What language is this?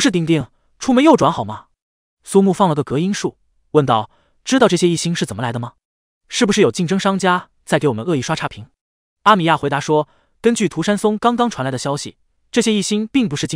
Chinese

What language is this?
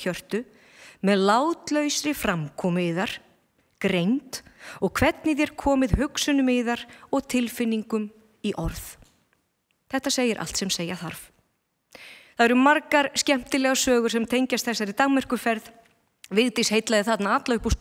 Icelandic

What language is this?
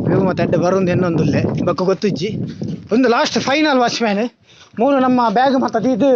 Tulu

